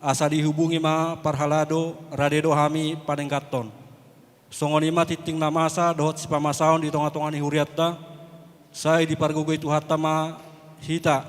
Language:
Batak Toba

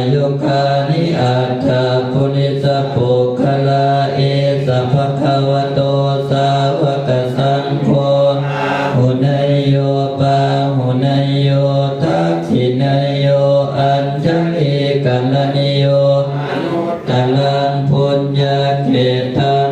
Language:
Pali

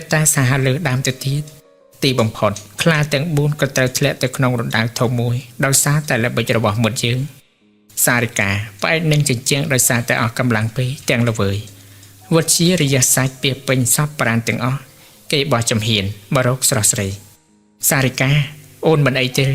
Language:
Khmer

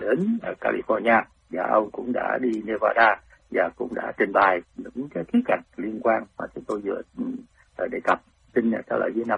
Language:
Vietnamese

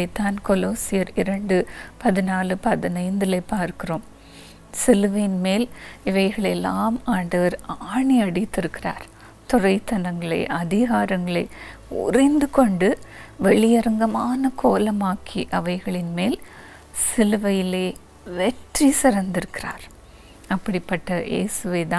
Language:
Tamil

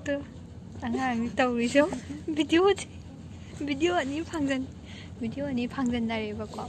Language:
Manipuri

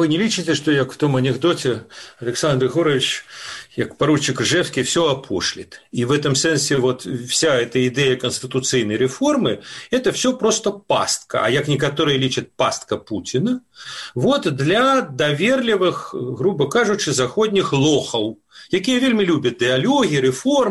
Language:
Belarusian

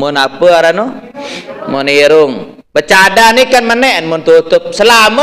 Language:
Sasak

